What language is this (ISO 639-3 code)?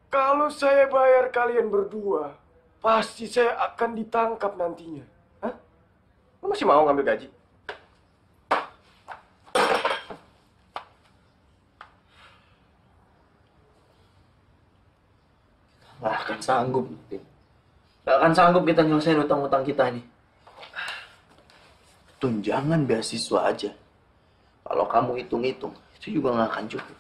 ind